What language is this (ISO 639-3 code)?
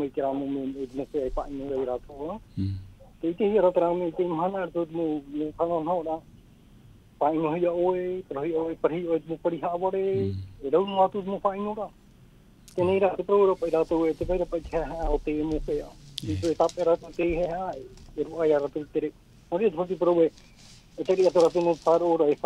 tah